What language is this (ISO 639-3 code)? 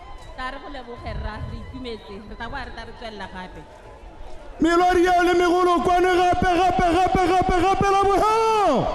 tsn